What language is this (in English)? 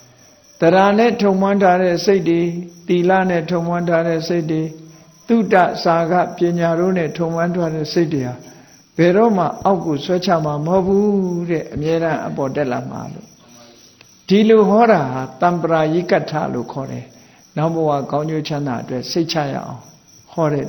Burmese